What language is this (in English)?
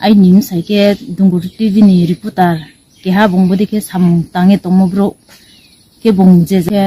Riang (India)